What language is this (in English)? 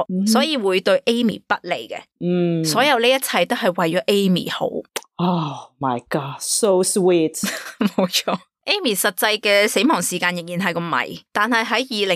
Cantonese